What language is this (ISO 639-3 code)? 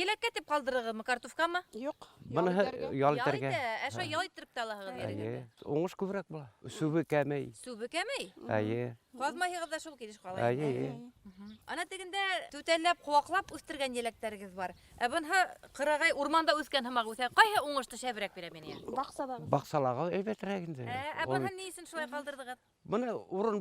bak